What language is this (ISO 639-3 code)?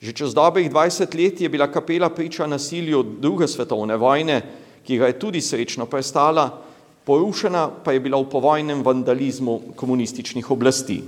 slv